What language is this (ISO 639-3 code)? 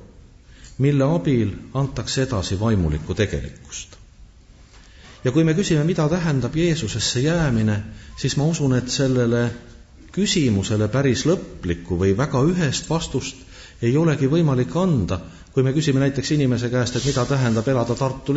est